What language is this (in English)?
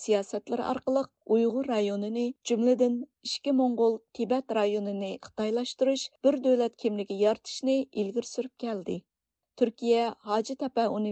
Uyghur